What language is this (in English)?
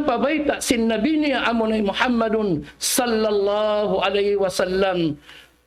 Tausug